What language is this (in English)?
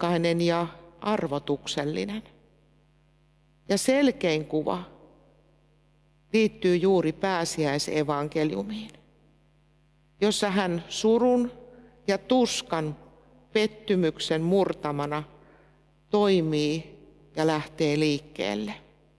Finnish